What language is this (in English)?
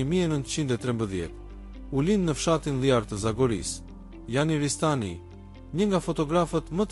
Albanian